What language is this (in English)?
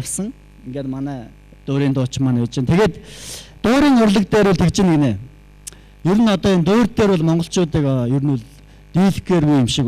Mongolian